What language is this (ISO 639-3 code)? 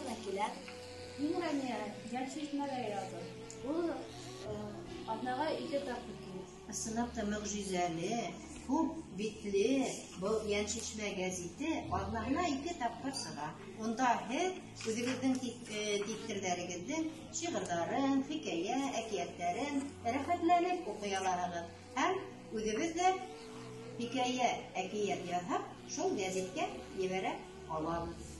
bak